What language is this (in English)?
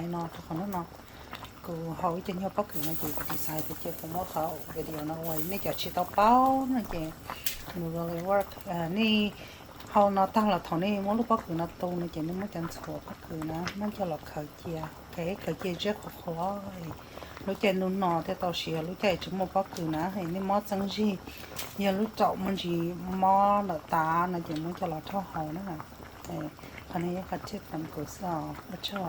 Hmong